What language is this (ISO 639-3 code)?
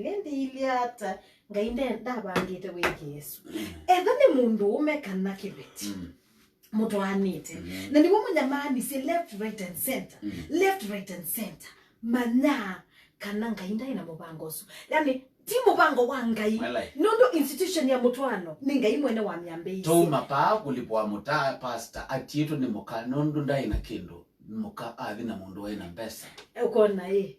kam